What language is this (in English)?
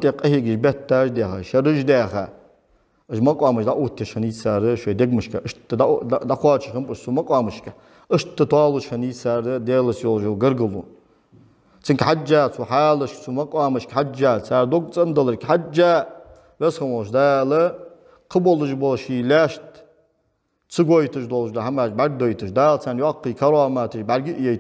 Ingush